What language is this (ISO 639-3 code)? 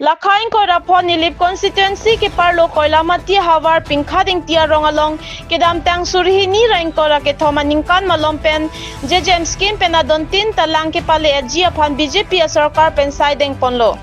mjw